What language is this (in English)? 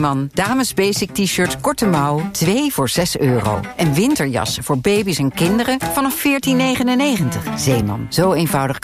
Dutch